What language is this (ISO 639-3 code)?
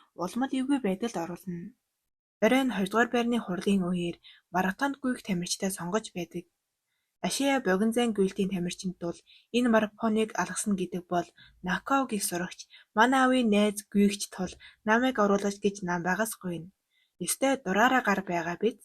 mon